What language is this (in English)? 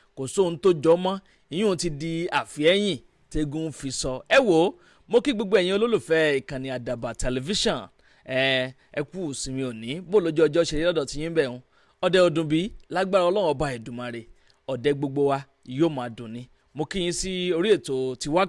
Yoruba